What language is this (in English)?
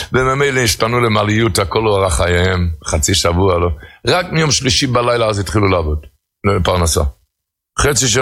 Hebrew